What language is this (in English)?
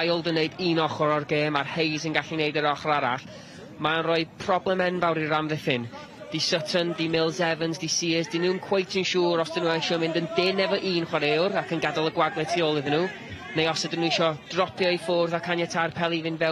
Welsh